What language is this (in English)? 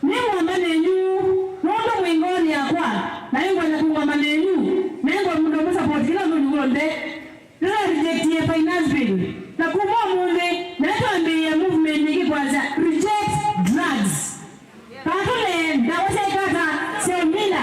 Kamba